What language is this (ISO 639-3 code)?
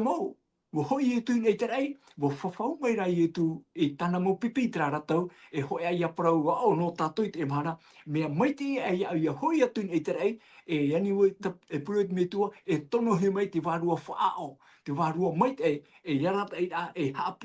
tah